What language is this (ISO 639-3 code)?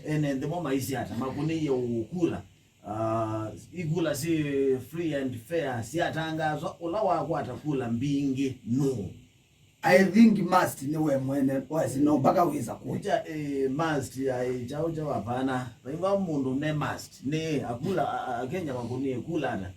kam